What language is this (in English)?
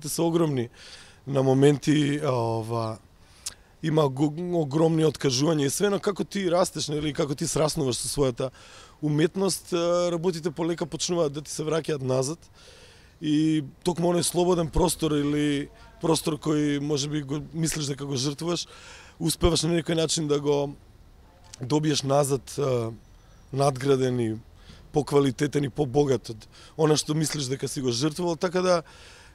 Macedonian